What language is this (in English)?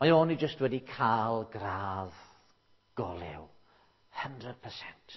Welsh